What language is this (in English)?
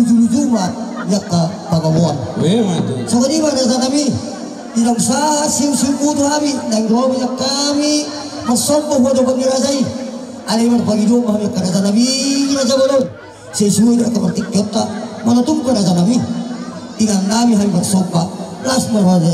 Batak Toba